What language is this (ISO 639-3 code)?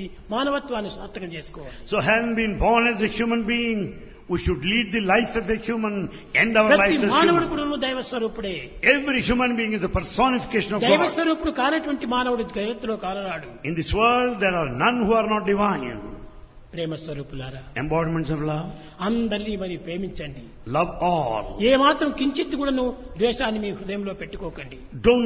tel